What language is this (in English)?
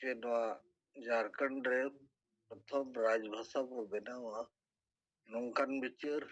Santali